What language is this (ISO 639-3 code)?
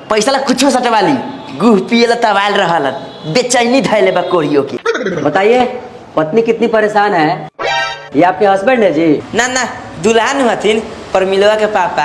mai